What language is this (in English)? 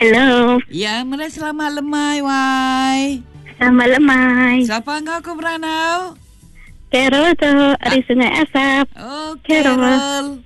Iban